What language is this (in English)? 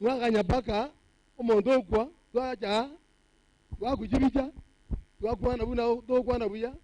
Gusii